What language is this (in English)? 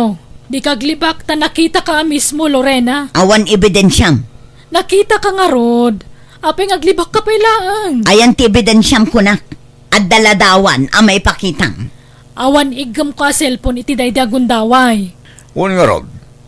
Iloko